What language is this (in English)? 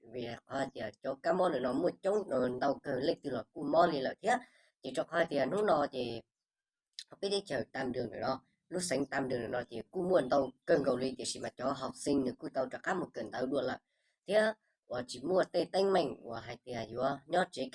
Hmong